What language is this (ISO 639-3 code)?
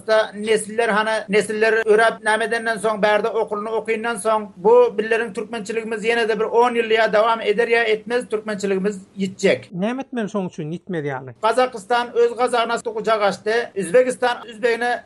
tuk